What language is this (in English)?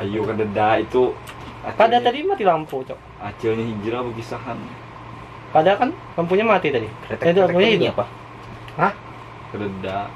Banjar